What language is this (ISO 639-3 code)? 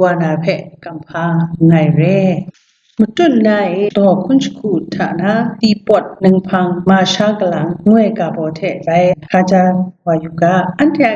kac